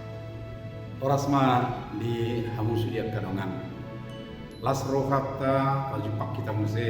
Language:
Batak Toba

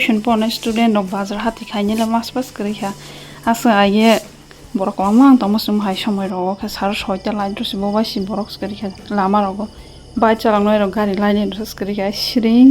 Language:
Kok Borok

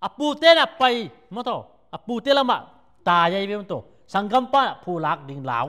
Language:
Tedim Chin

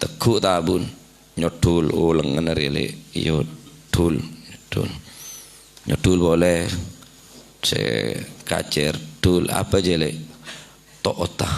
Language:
Madurese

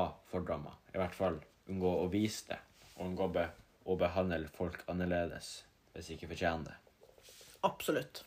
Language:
Norwegian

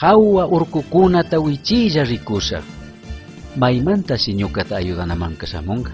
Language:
Chimborazo Highland Quichua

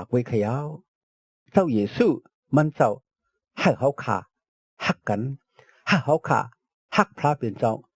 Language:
Shan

